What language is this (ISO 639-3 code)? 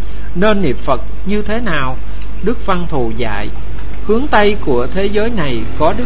vie